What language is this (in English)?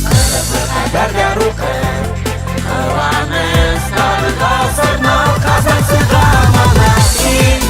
Bashkir